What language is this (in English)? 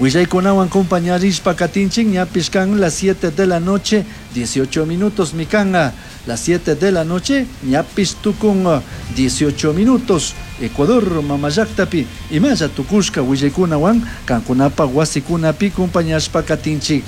Chimborazo Highland Quichua